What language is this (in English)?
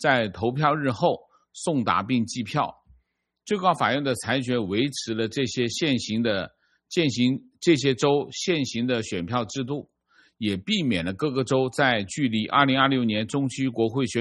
Chinese